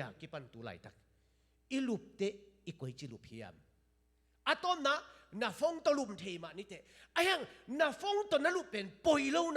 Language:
Tedim Chin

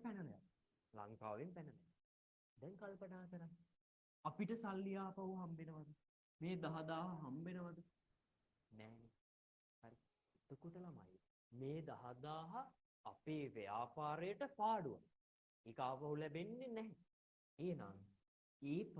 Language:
Sinhala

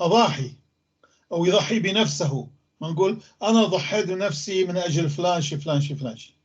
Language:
North Levantine Arabic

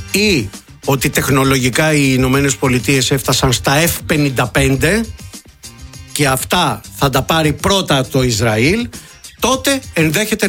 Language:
Greek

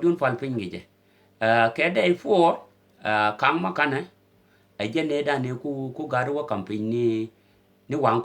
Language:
Nuer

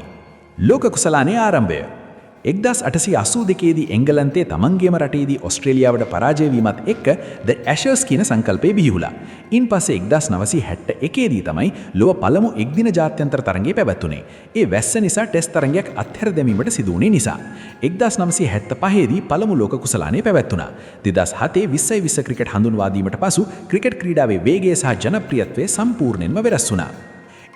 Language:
Sinhala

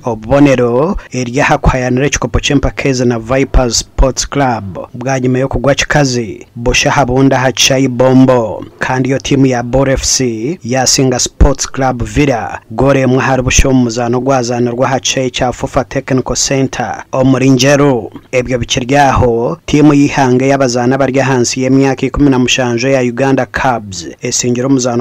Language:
Nyankole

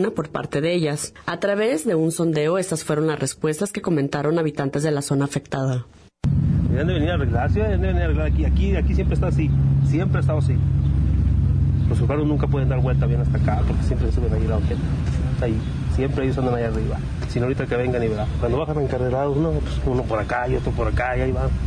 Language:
Spanish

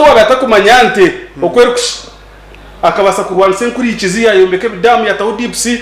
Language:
Nyankole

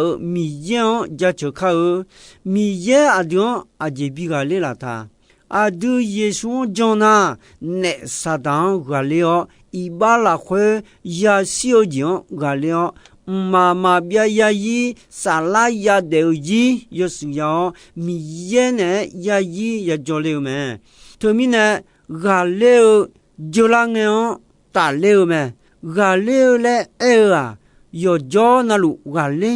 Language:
Akha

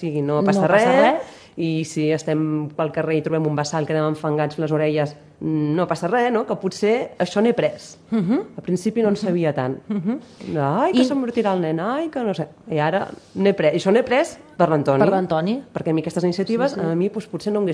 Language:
Catalan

